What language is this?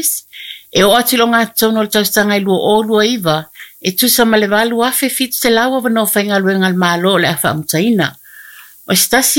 Samoan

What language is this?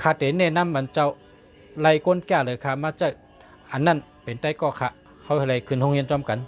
Shan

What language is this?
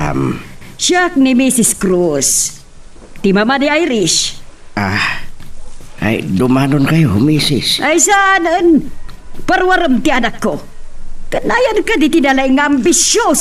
Iloko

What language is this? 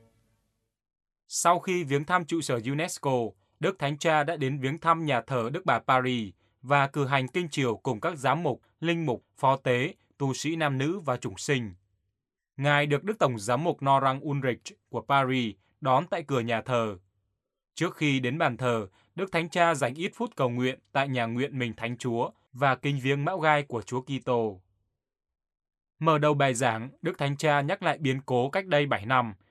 Vietnamese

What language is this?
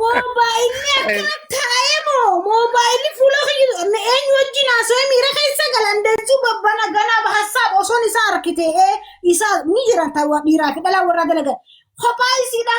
Oromo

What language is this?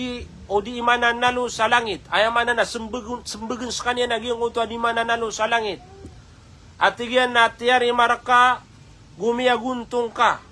Maranao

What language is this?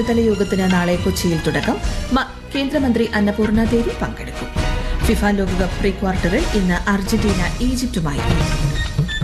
Malayalam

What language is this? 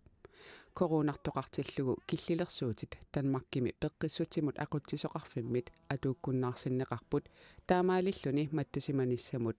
Kalaallisut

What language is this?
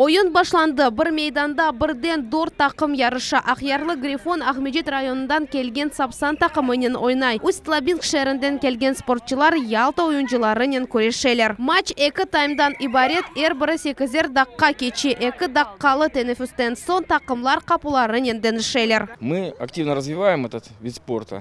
Crimean Tatar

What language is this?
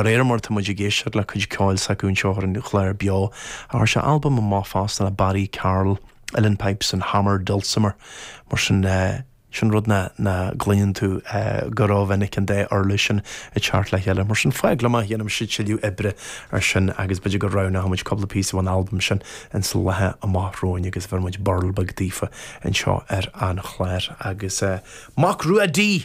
Irish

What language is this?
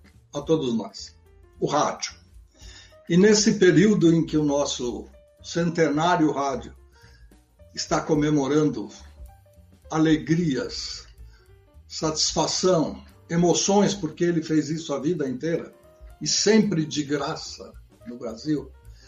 Portuguese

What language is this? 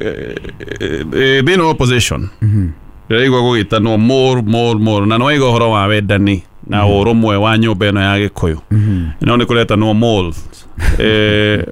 Kikuyu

